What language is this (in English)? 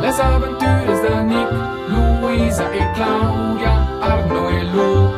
Romansh